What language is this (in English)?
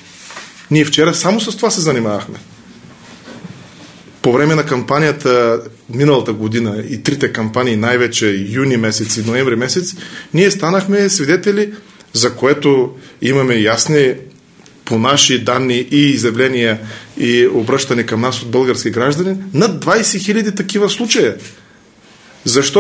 Bulgarian